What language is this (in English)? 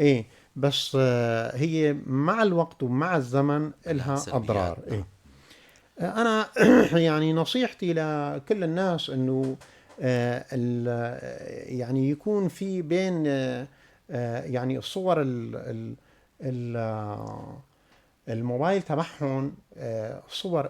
North Levantine Arabic